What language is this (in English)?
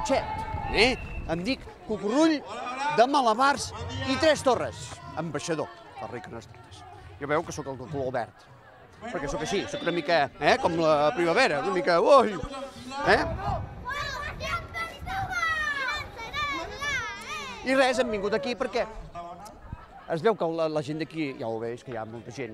Catalan